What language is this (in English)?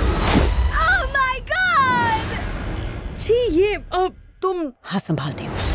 Hindi